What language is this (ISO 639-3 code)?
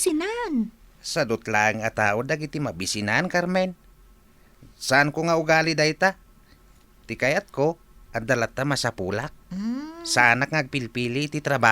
ilo